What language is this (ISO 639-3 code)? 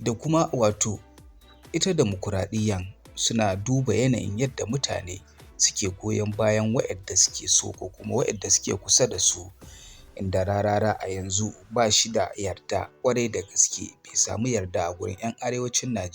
hau